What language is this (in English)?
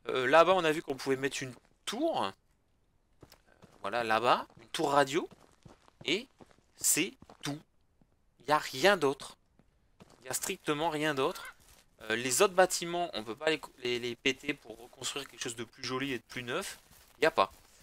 French